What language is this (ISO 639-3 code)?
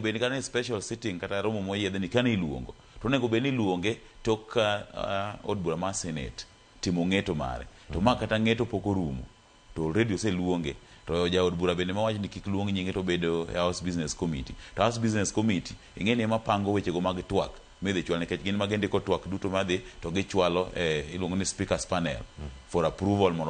luo